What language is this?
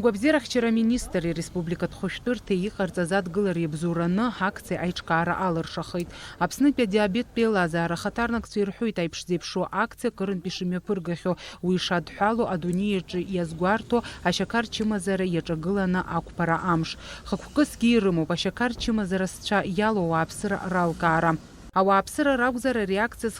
Abkhazian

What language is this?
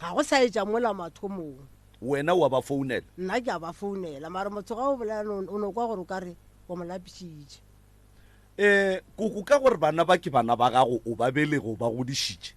Northern Sotho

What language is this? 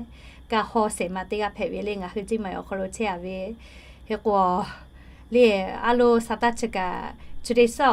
Lahu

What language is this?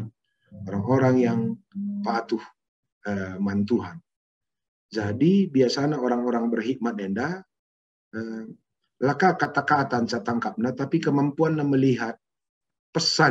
Batak Karo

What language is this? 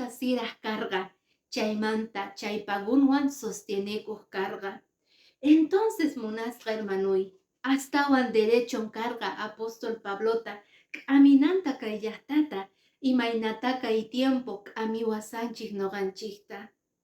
Quechua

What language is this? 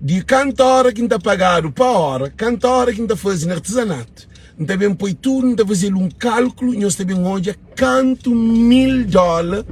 Kabuverdianu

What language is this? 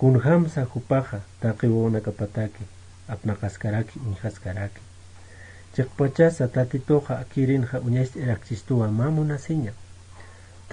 Aymara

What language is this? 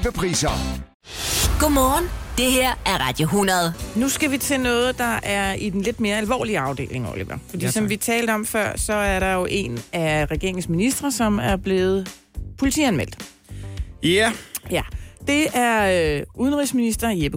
Danish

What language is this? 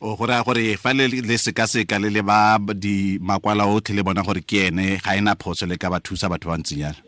Tswana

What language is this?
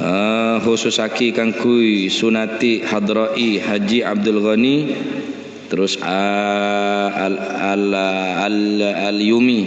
Madurese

